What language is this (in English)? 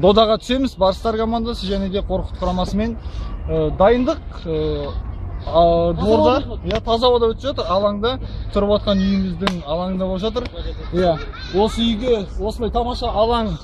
Kazakh